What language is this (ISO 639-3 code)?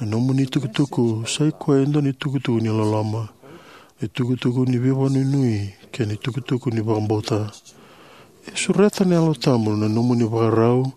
fij